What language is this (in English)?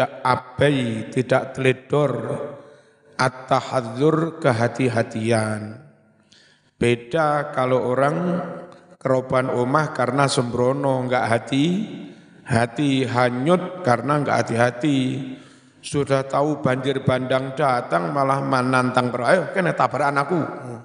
Indonesian